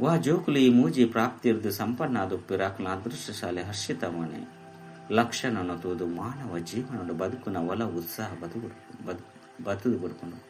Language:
Tulu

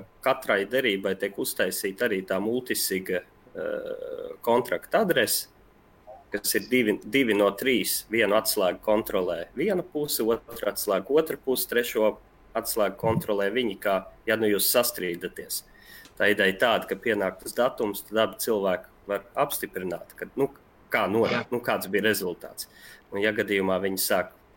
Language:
Latvian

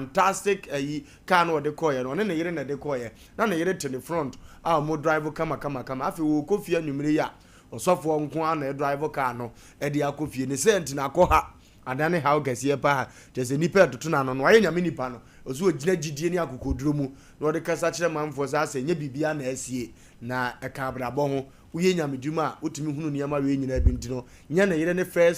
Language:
Akan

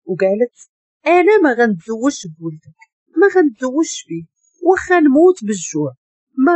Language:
Moroccan Arabic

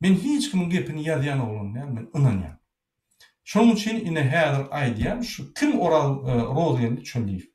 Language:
Turkmen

